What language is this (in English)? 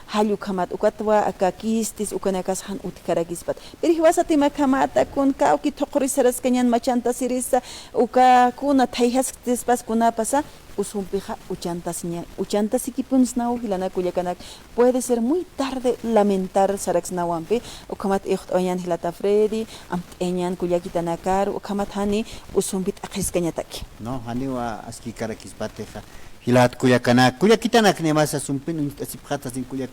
Aymara